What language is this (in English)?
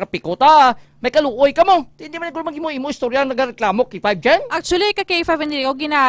Hiligaynon